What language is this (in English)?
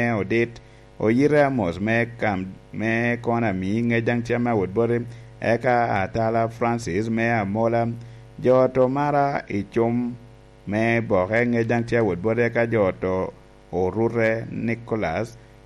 Lango (Uganda)